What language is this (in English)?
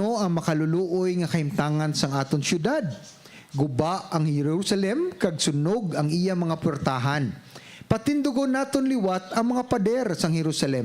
Hiligaynon